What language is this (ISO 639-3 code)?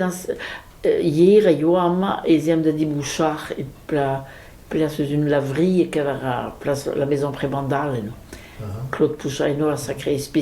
bre